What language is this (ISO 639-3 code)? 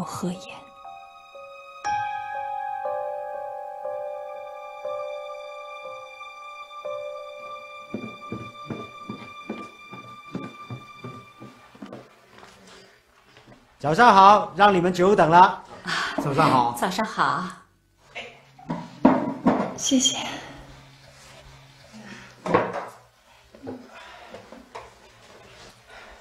zho